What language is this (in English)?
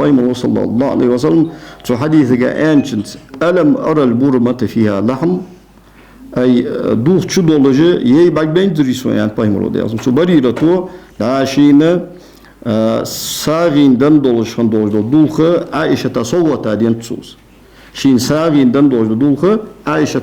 Ingush